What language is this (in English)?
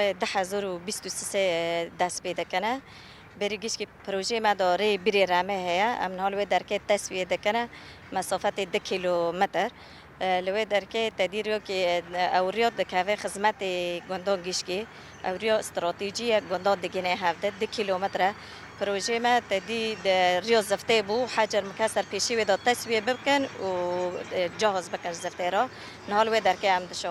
Kurdish